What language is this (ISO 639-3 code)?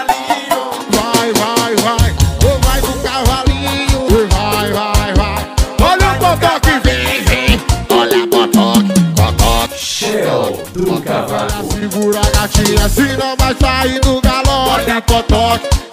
por